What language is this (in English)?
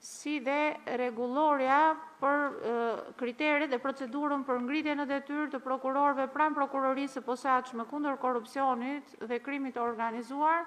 Albanian